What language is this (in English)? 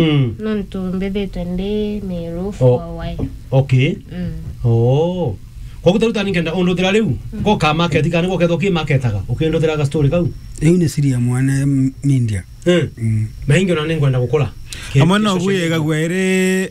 Meru